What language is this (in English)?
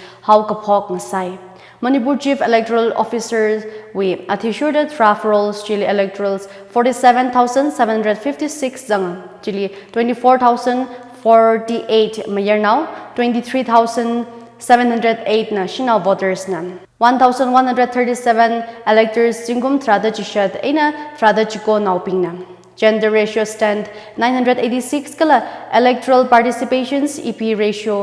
Tangkhul Naga (India)